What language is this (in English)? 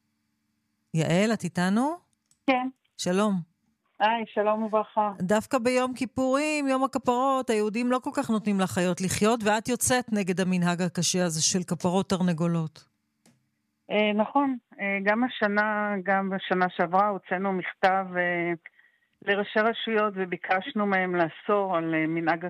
Hebrew